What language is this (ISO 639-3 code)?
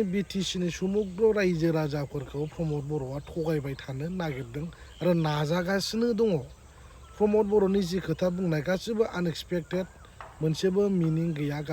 brx